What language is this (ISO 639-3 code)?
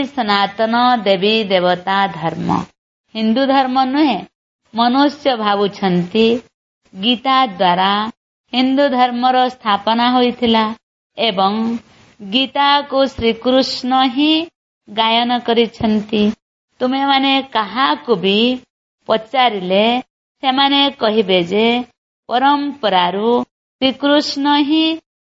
ori